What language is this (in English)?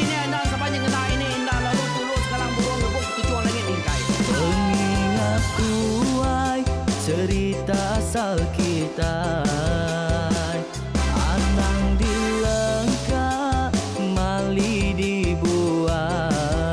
Iban